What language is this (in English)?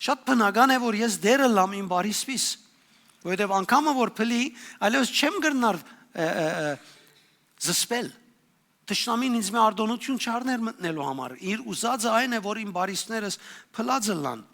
Western Armenian